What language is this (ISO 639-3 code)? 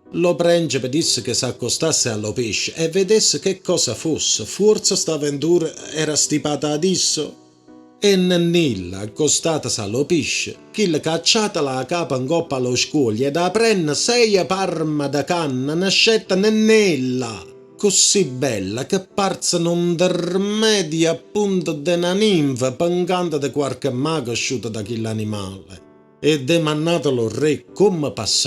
nap